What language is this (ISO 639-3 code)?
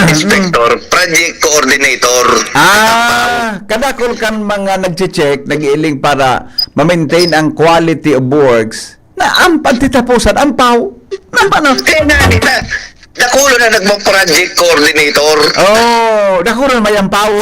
bik